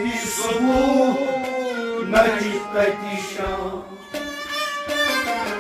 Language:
Kashmiri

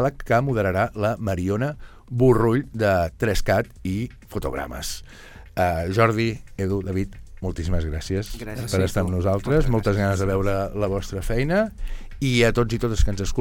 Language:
Catalan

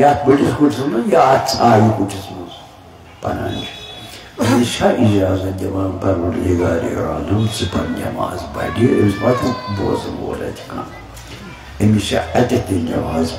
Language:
Kashmiri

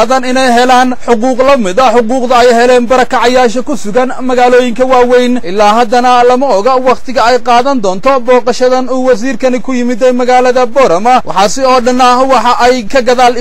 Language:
Somali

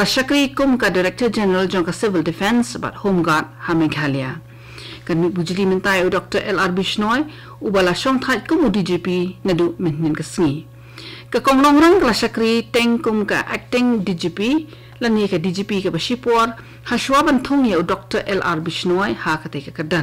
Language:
Khasi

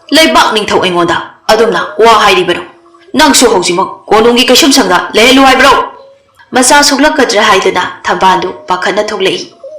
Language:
Manipuri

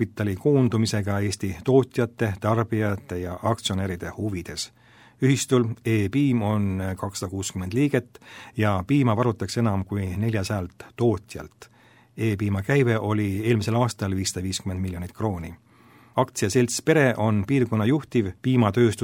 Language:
Estonian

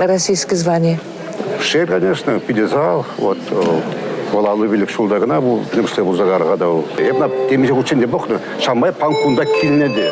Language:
Chuvash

